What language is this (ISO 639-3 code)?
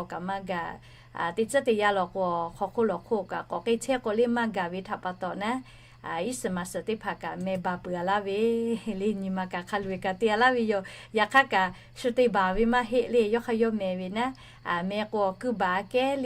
lhu